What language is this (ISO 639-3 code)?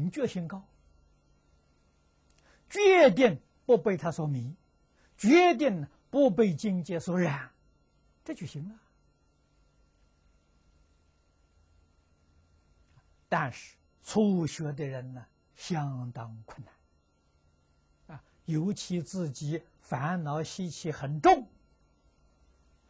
zho